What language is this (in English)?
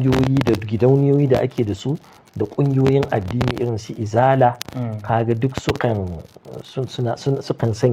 Hausa